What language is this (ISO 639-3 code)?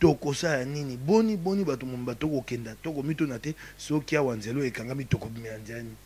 lin